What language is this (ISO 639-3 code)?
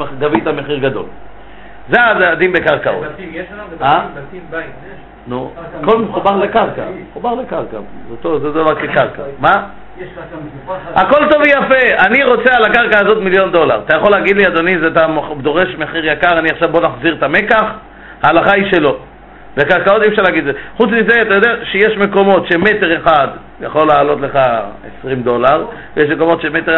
heb